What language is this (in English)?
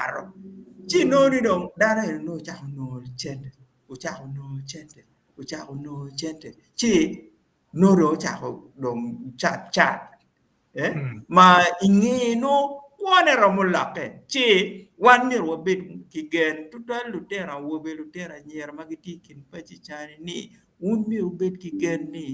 Acoli